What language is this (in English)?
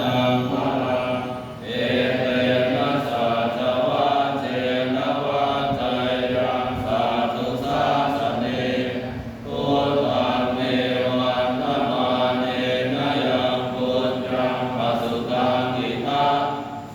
Pali